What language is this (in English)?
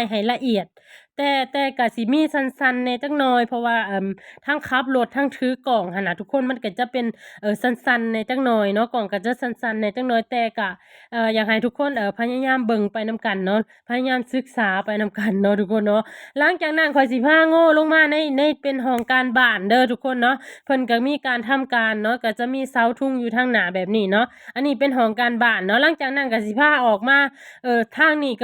Lao